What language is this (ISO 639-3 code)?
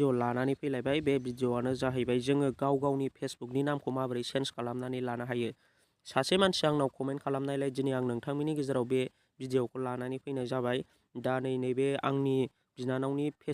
brx